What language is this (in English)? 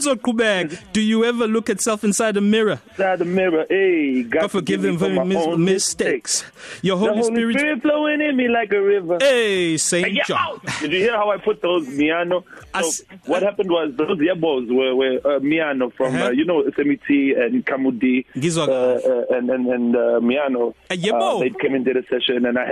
English